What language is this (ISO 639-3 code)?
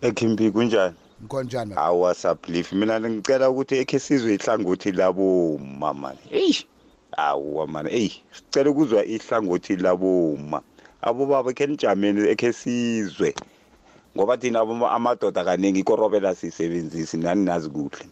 nbl